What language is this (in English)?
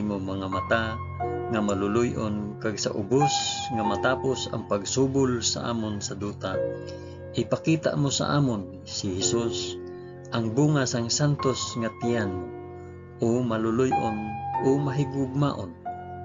Hiligaynon